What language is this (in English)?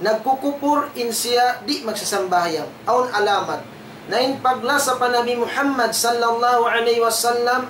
Tausug